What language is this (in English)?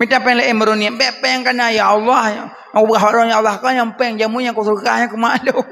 Achinese